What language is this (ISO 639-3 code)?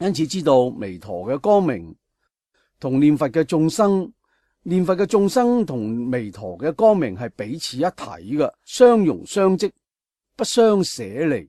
yue